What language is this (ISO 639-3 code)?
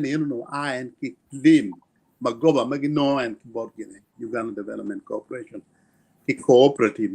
ach